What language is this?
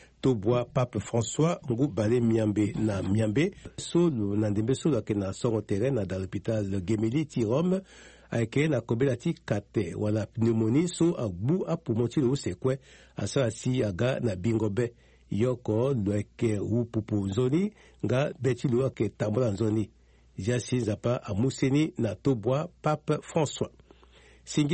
Sango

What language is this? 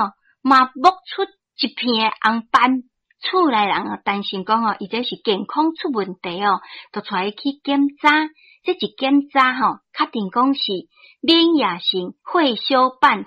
Min Nan Chinese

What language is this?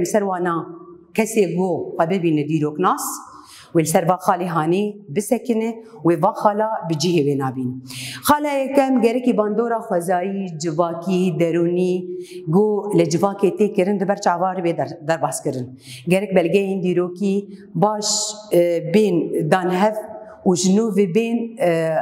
Kurdish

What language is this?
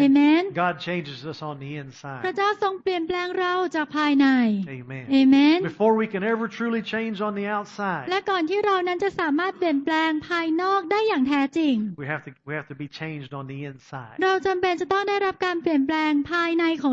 Thai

